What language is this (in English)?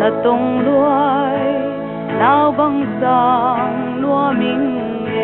Paite Chin